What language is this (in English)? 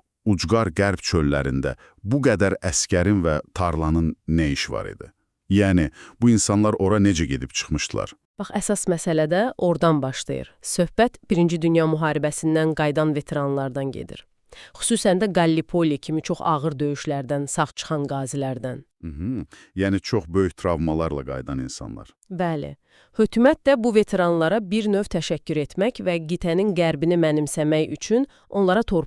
Azerbaijani